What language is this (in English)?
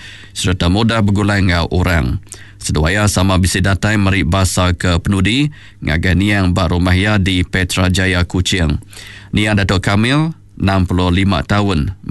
Iban